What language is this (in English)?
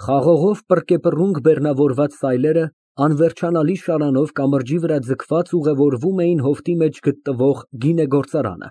Armenian